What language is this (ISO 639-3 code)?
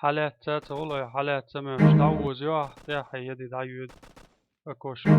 che